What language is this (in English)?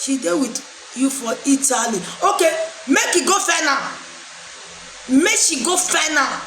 Nigerian Pidgin